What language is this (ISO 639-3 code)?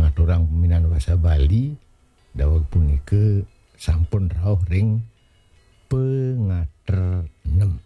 ban